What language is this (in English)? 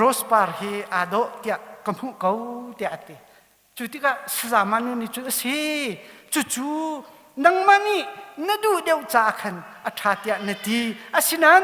Hakha Chin